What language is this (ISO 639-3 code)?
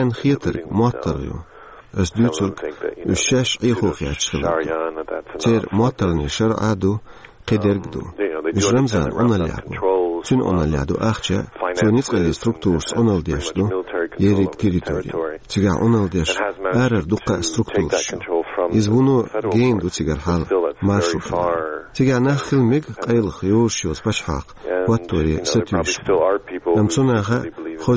che